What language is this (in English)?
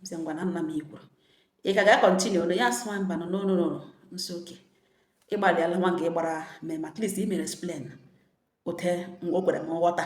Igbo